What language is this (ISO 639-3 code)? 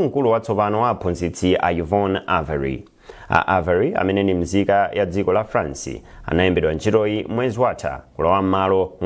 nya